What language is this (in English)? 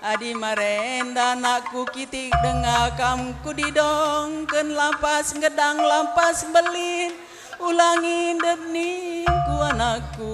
Batak Karo